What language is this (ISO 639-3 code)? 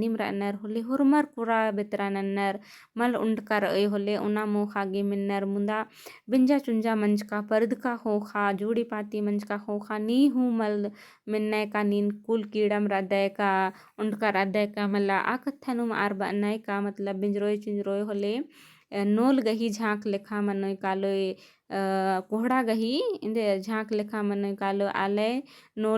kru